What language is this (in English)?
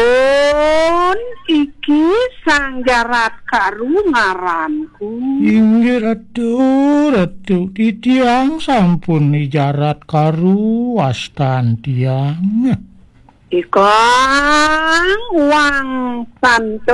Balinese